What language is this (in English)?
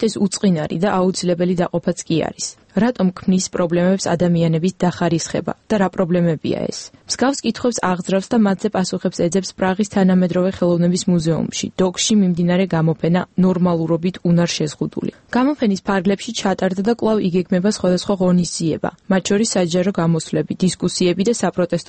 Georgian